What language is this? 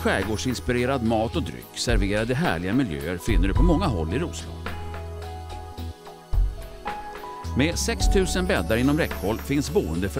Swedish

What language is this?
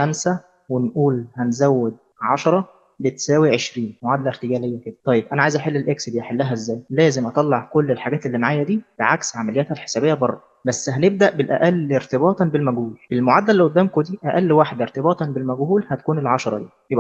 Egyptian Arabic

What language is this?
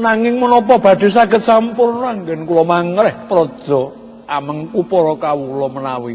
Javanese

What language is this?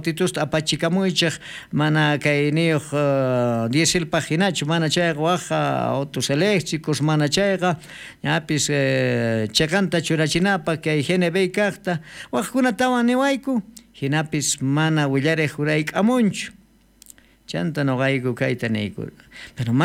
South Bolivian Quechua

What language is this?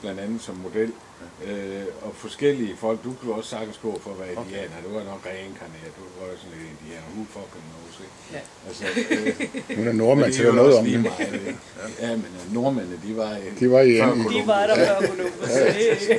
Danish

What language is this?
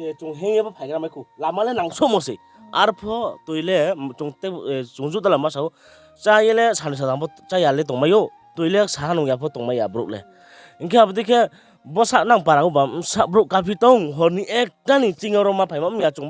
Riang (India)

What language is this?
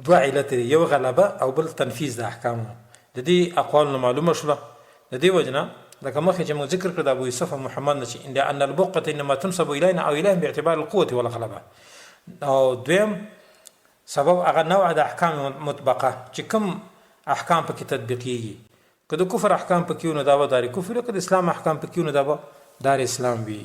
Pashto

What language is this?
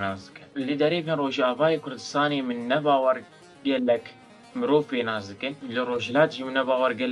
Kurdish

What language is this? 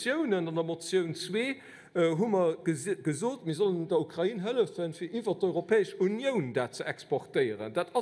Luxembourgish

